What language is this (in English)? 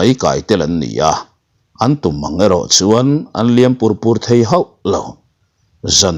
Mizo